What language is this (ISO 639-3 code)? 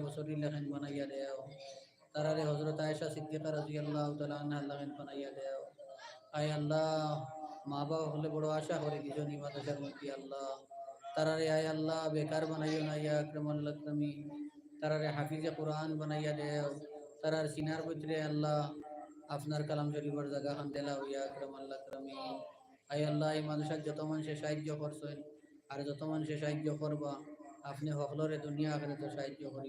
syl